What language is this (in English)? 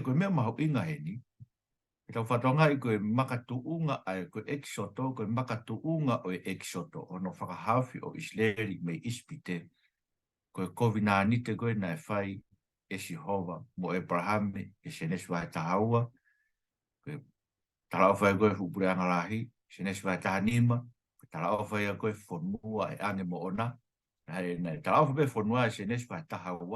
Tongan